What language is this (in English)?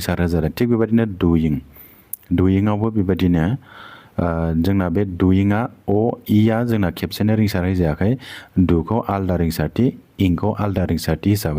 Bodo